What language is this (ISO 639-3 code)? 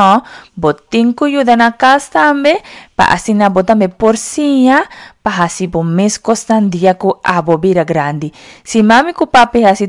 pap